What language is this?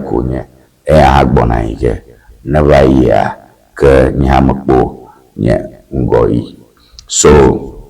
Ewe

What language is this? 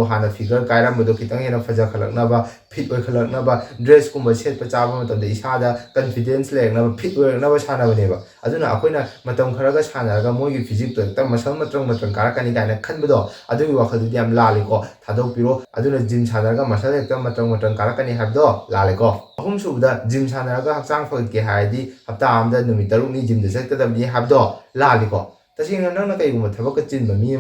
Manipuri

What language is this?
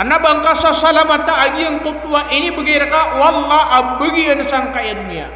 Maranao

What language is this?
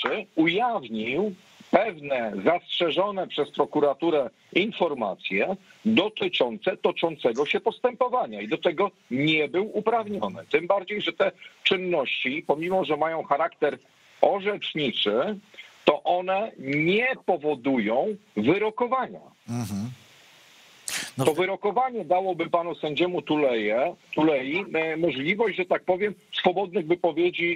Polish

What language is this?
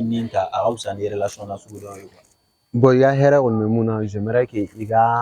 Bambara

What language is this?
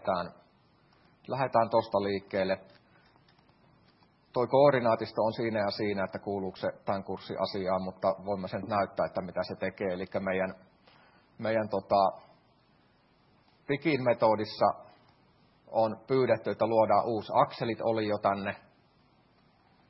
Finnish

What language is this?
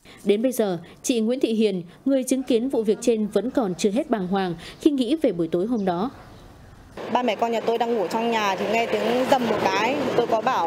Vietnamese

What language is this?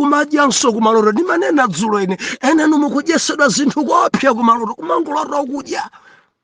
Nyanja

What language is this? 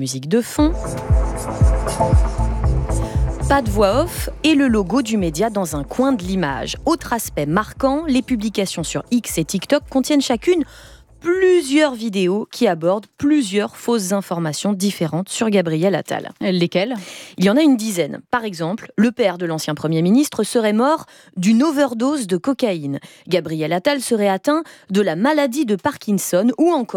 French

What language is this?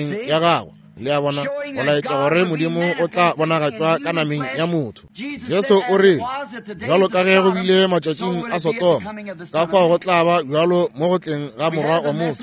Northern Sotho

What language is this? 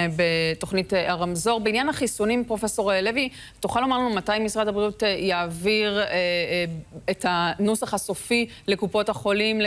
Hebrew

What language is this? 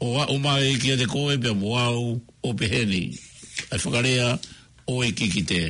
Tongan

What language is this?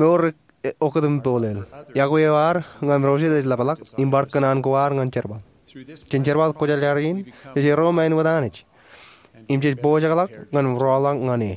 Marshallese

